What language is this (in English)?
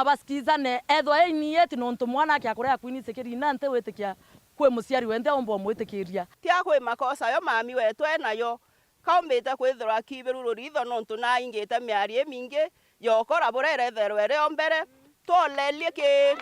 Meru